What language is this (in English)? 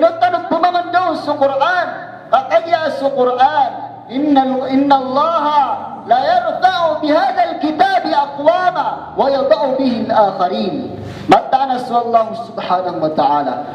Maranao